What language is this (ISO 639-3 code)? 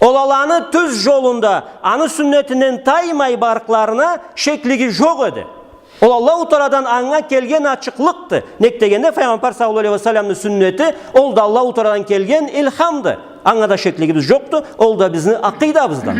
krc